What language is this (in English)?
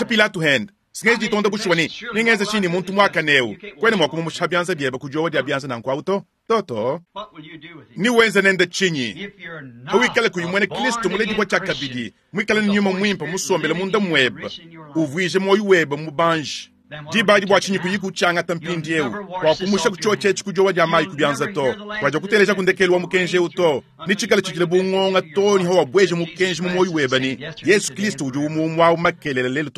Luba-Lulua